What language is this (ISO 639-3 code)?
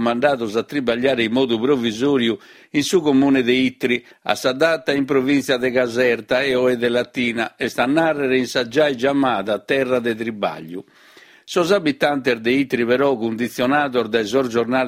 srd